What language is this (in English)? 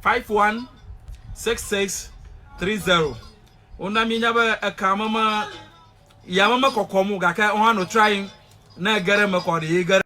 Ewe